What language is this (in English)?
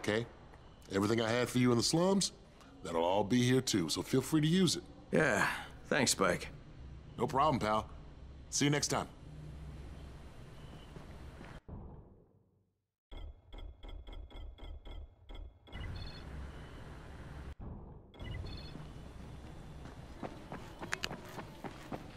English